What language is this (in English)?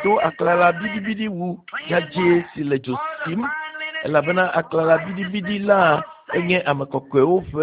Ewe